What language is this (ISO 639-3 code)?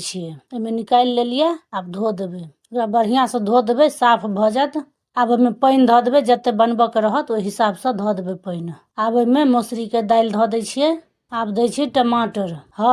mai